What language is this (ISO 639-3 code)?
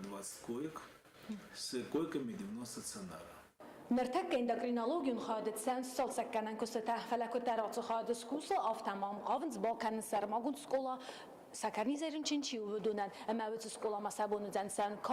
oss